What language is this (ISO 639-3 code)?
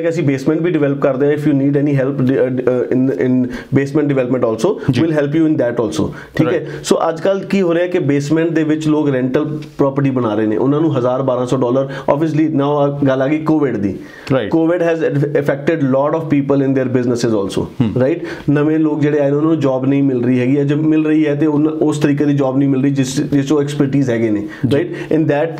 pan